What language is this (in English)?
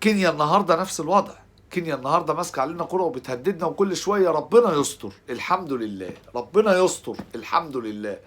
Egyptian Arabic